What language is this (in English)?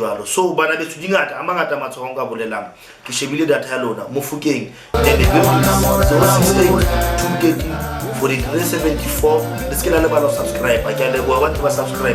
Southern Sotho